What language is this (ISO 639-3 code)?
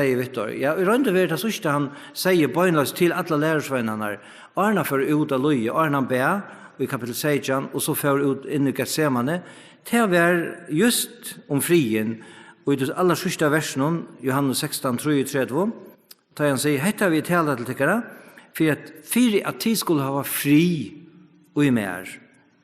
fao